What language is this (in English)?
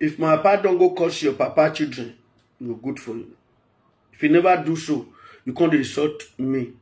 Nigerian Pidgin